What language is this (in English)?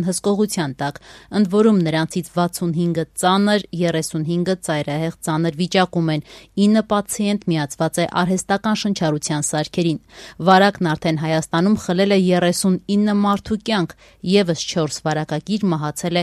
Armenian